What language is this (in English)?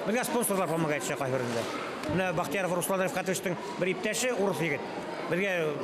Bashkir